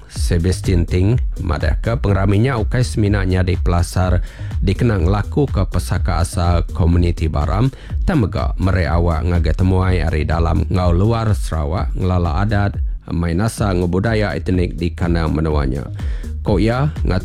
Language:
Iban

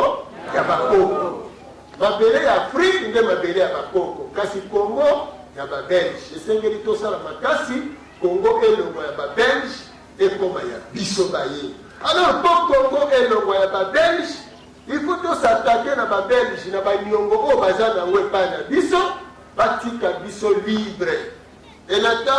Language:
Lingala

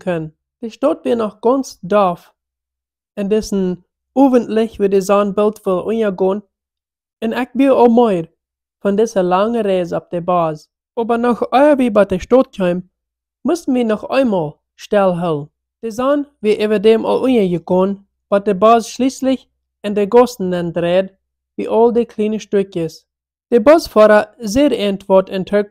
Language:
Plautdietsch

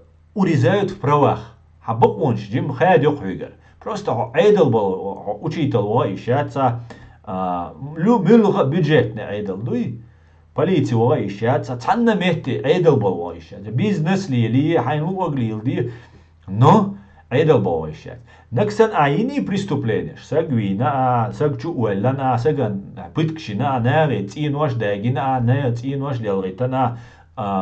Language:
Chechen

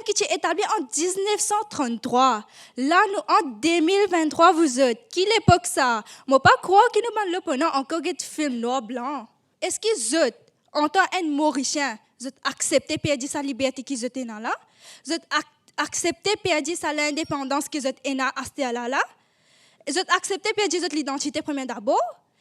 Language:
Morisyen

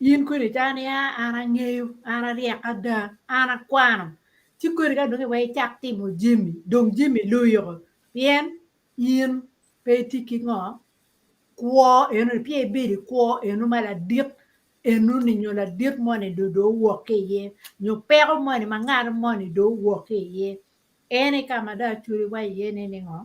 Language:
Acoli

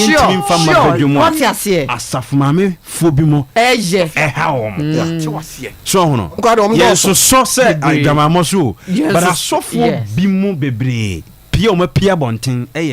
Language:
Akan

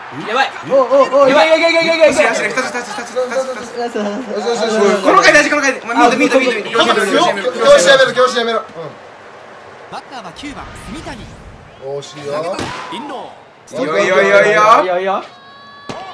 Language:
Japanese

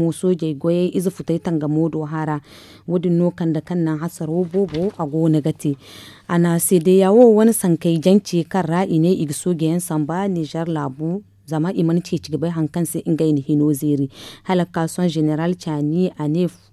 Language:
Zarma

